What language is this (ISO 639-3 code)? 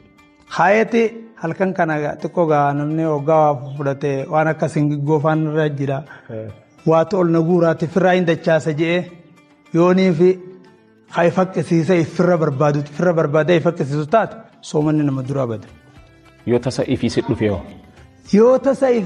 orm